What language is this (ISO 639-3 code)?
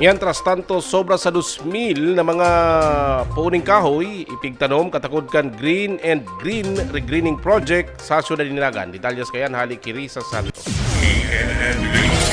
bik